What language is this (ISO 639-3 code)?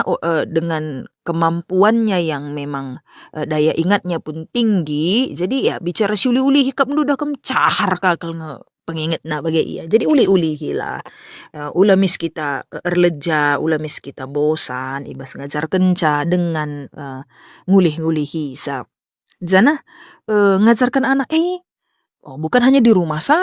btx